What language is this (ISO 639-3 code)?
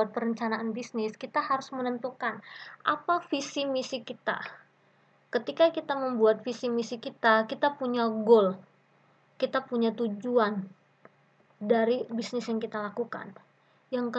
ind